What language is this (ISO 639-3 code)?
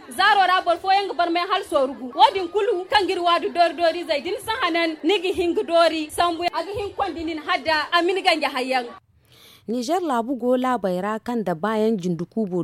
dje